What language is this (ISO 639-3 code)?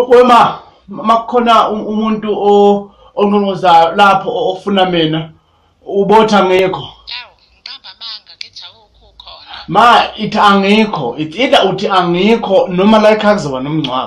zul